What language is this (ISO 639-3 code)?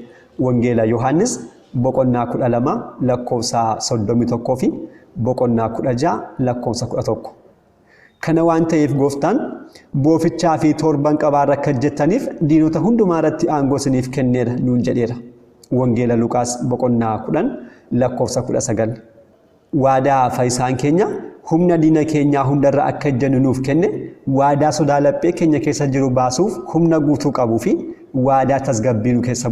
orm